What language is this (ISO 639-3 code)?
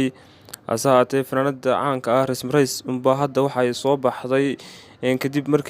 som